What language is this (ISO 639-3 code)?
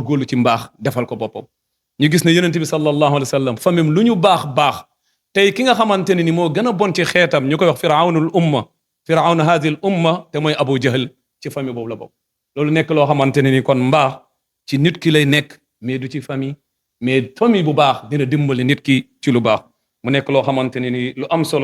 wol